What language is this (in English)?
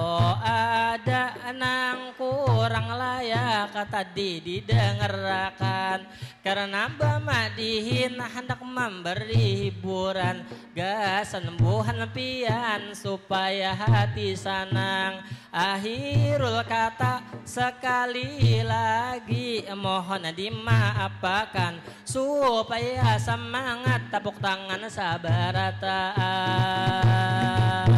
Banjar